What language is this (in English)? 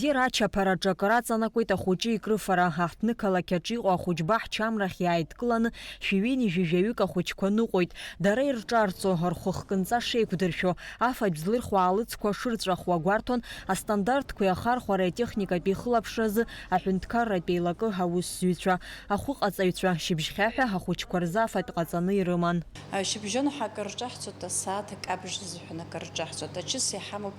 Abkhazian